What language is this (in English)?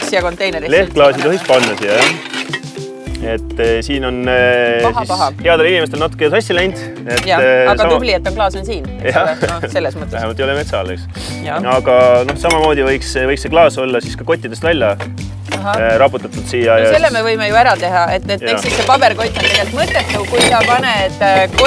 Estonian